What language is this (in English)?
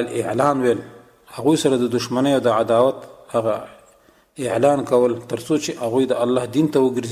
Pashto